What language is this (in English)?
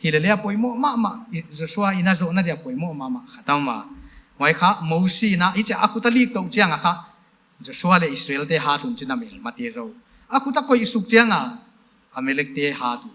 Paite Chin